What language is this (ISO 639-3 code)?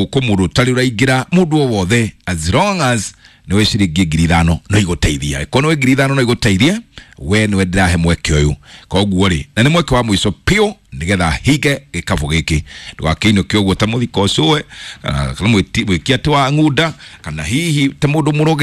kik